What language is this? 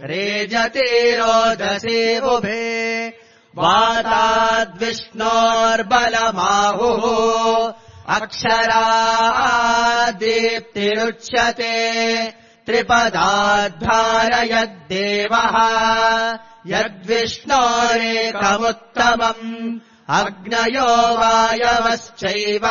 Sanskrit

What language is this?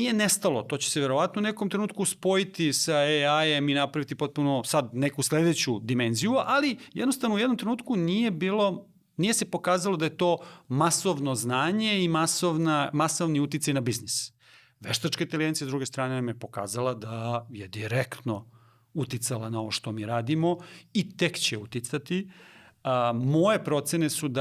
Macedonian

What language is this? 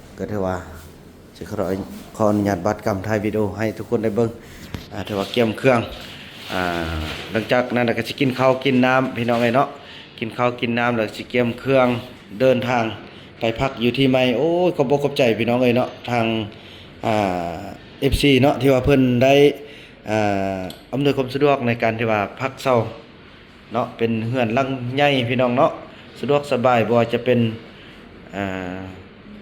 Lao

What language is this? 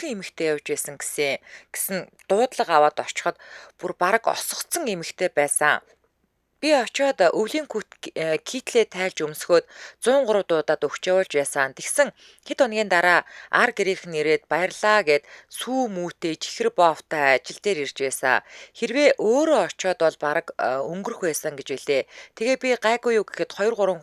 Mongolian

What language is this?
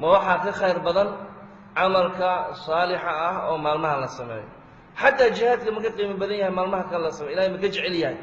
Somali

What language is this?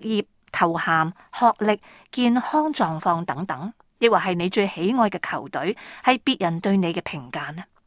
Cantonese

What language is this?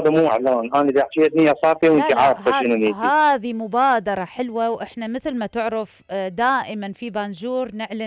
Mesopotamian Arabic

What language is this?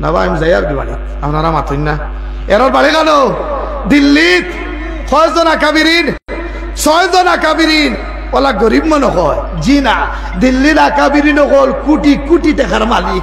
Sylheti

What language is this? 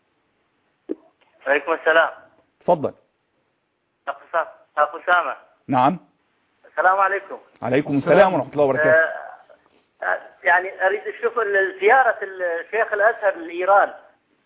Arabic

